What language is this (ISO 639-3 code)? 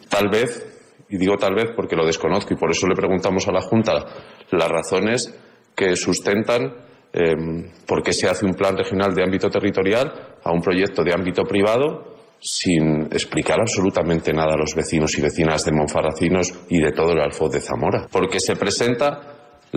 spa